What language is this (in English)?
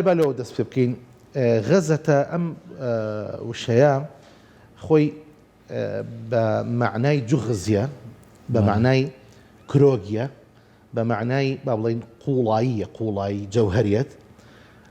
Central Kurdish